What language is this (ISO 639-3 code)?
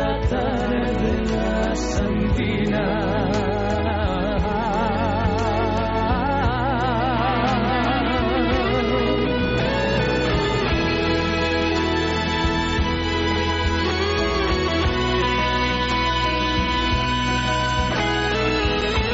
eus